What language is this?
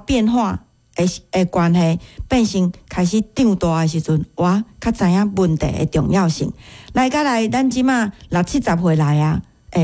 Min Nan Chinese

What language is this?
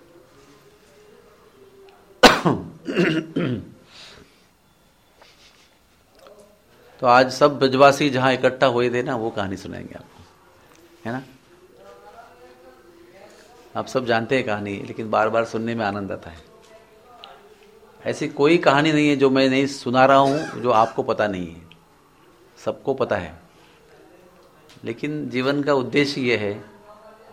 Hindi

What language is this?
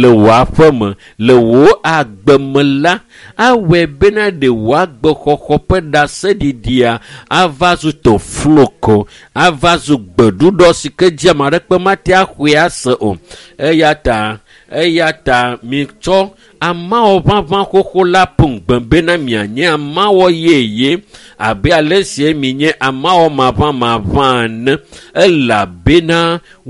Ewe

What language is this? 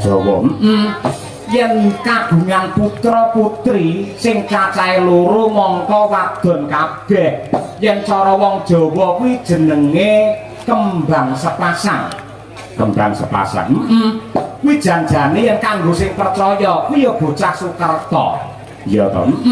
Javanese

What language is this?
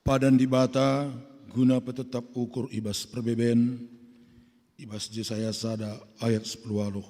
Batak Karo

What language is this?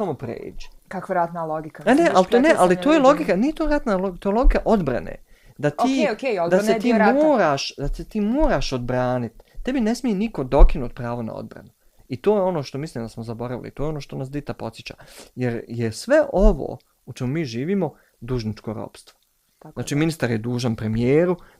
Bosnian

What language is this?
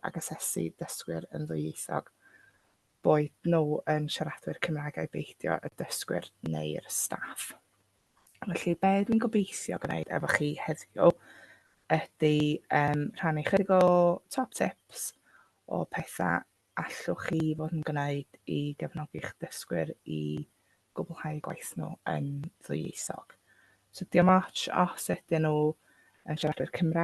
Welsh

